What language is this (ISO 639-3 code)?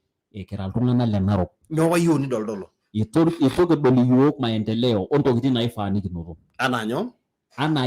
mas